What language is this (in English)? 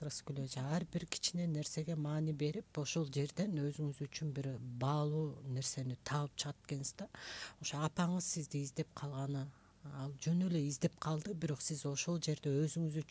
Kyrgyz